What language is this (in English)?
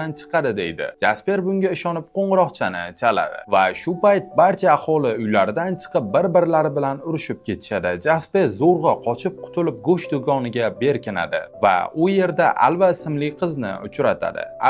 Uzbek